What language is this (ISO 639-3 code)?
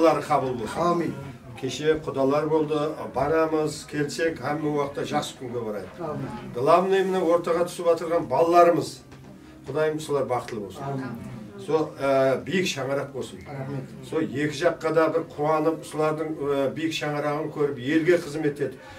kaa